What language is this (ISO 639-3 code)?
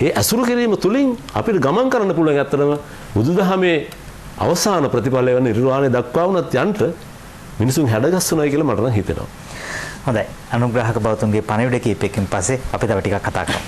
sin